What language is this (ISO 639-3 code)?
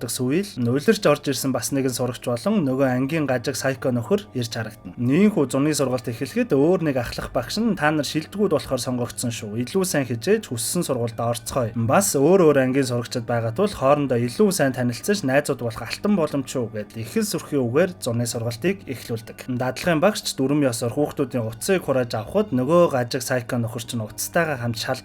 mon